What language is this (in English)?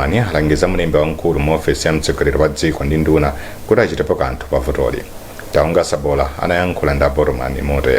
Nyanja